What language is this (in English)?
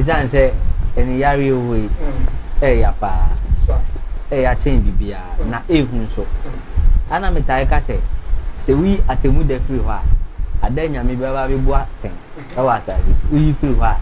Akan